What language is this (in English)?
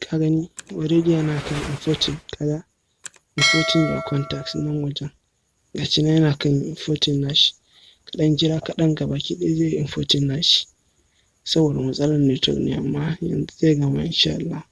Hausa